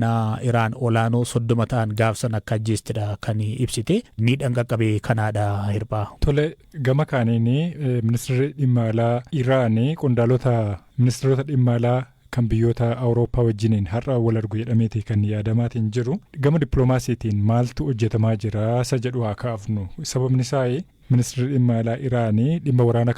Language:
Oromo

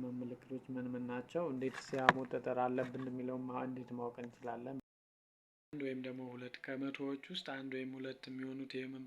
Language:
Amharic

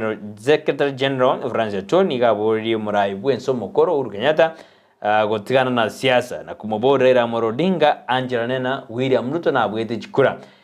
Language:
Gusii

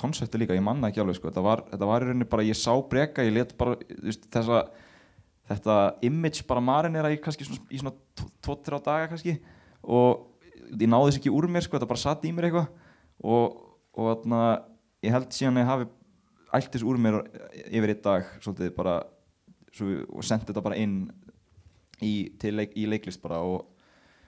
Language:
Icelandic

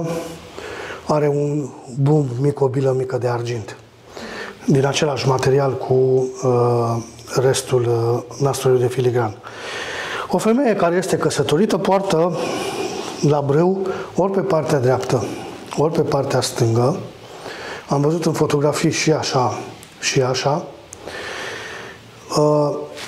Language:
Romanian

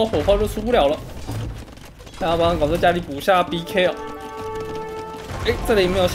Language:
Chinese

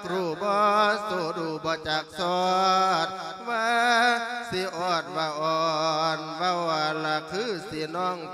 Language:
Lao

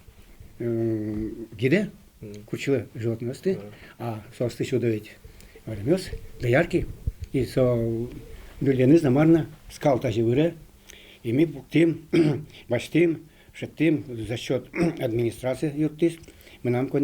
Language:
Udmurt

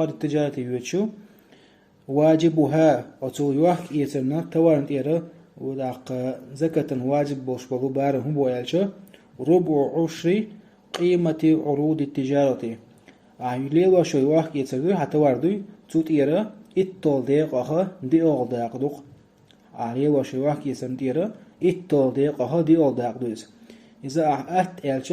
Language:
Chechen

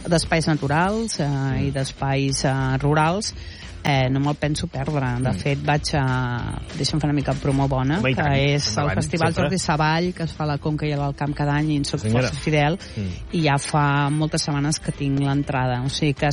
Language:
Catalan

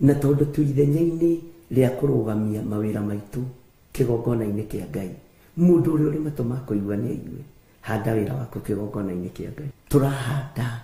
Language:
Kikuyu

